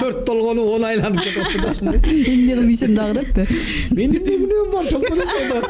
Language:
Kyrgyz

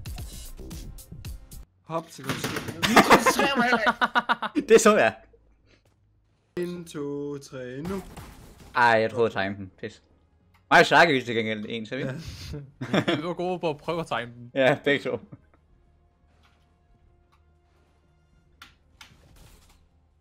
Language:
Danish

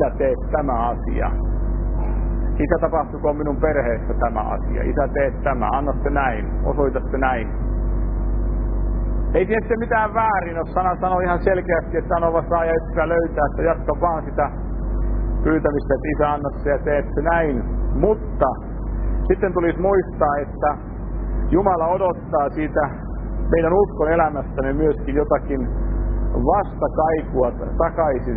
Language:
Finnish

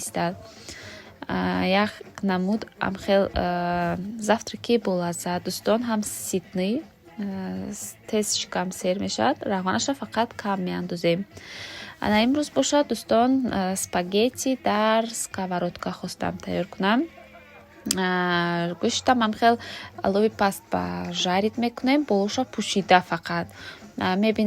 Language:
Tajik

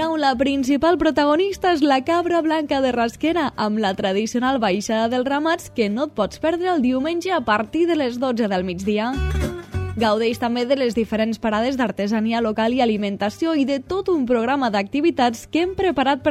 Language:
Catalan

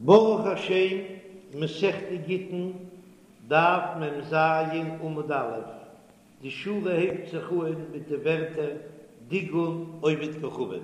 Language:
Yiddish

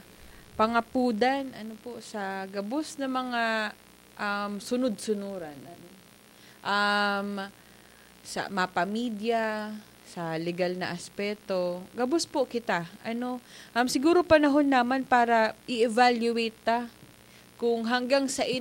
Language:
Bikol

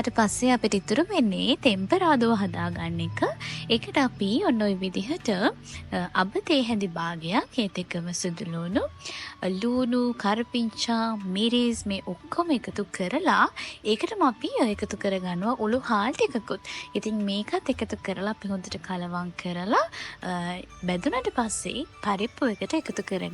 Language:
Sinhala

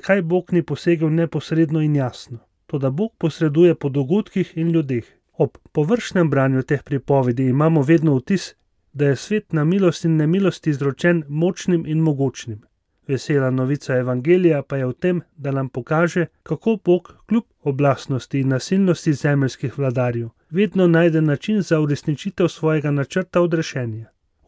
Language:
Slovenian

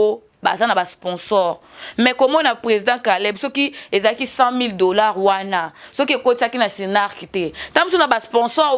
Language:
Lingala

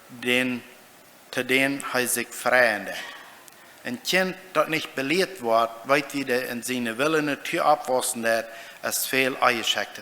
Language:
Plautdietsch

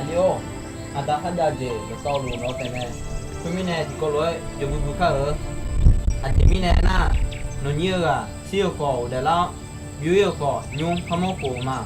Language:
Akha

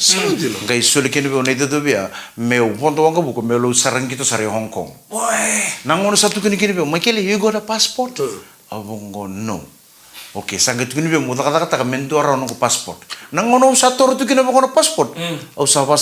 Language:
Fijian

